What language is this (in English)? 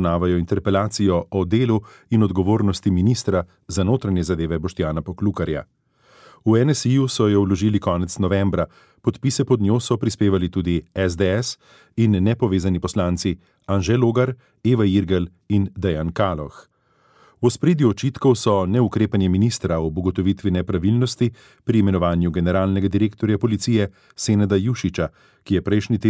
Slovenian